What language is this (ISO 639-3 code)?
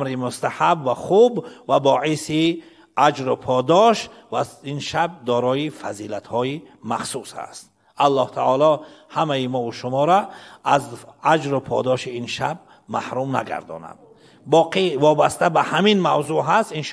fas